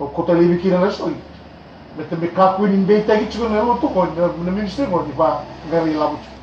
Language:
Fijian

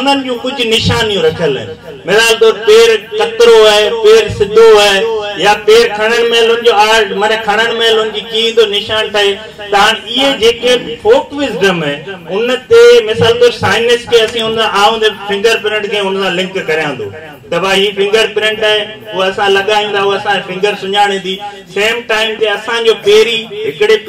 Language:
Sindhi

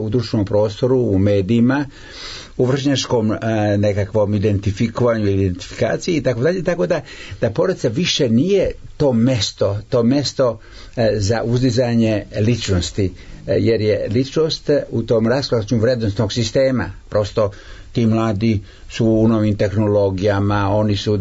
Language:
Serbian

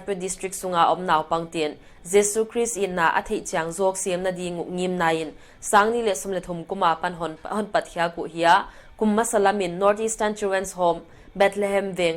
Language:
Paite Chin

